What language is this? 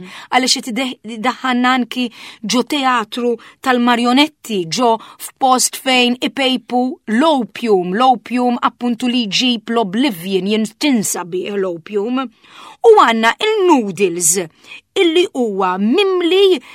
Maltese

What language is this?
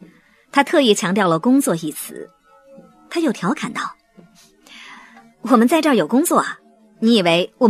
Chinese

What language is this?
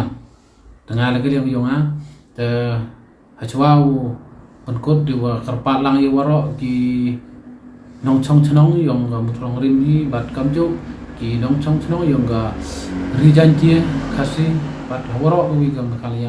Pnar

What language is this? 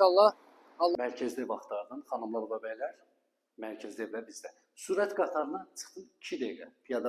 Azerbaijani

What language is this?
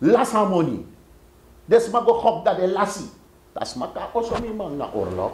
Sranan Tongo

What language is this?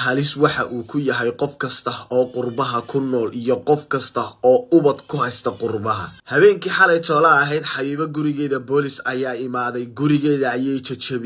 Somali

